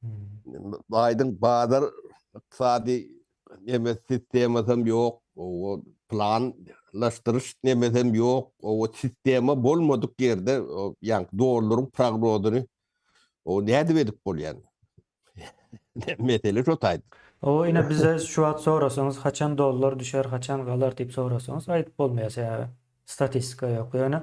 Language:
Turkmen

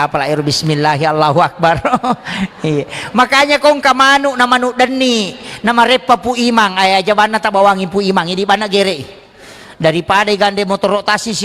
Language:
Buginese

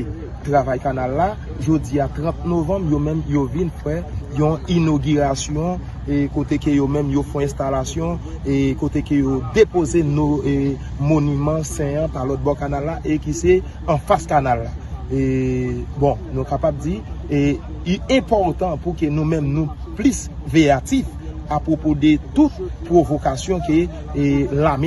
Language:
Haitian Creole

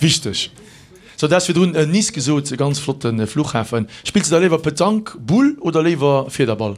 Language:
Luxembourgish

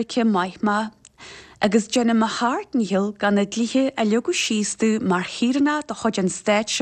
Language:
Irish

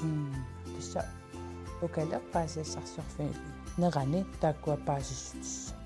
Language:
Kalaallisut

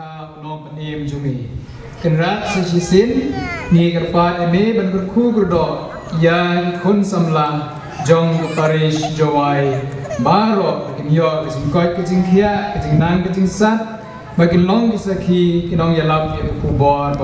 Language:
Khasi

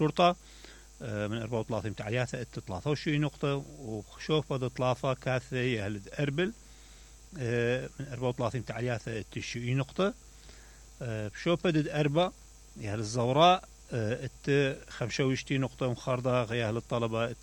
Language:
Mesopotamian Arabic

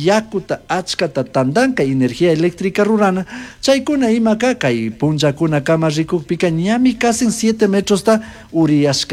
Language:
Chimborazo Highland Quichua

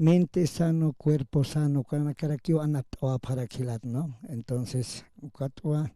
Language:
Aymara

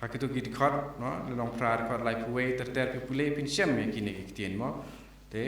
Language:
Khasi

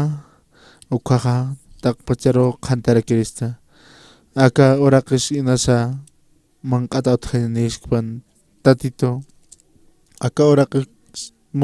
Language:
Aymara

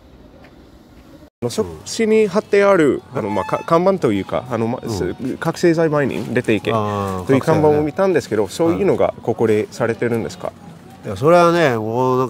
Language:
Japanese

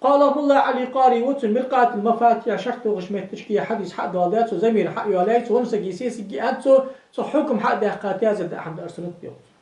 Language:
Ingush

